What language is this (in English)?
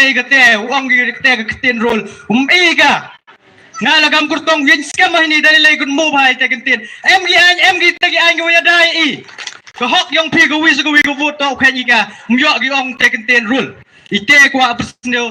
Khasi